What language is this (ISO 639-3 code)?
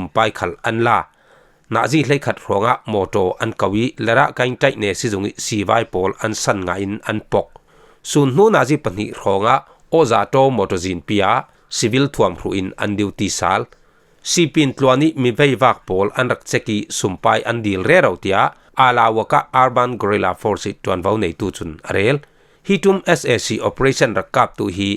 cfm